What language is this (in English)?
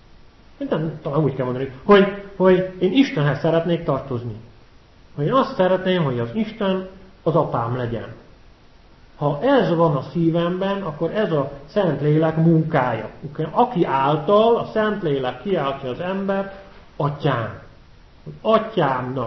Hungarian